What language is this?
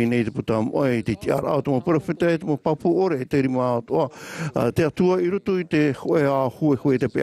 Tahitian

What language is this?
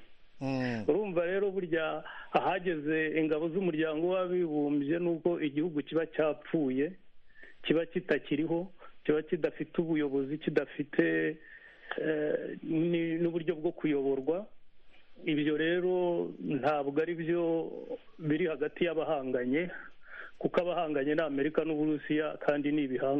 Kinyarwanda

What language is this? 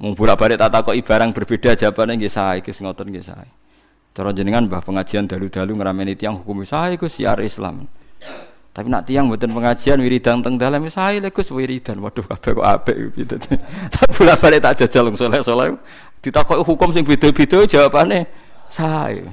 Javanese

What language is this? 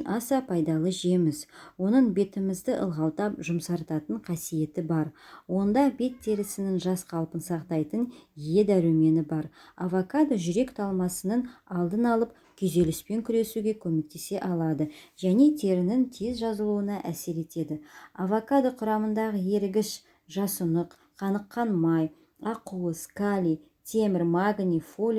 Kazakh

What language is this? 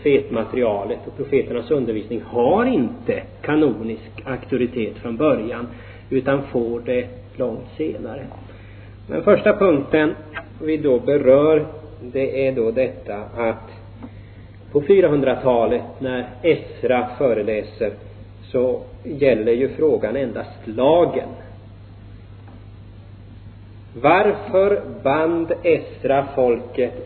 Swedish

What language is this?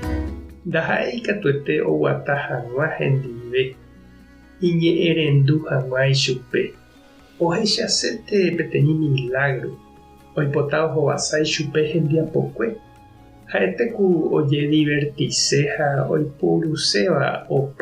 Guarani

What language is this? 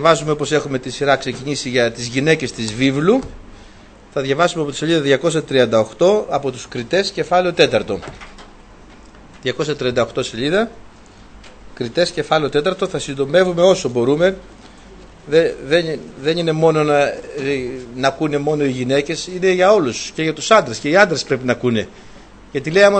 Greek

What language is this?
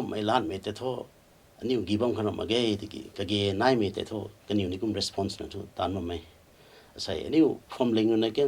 Rongmei Naga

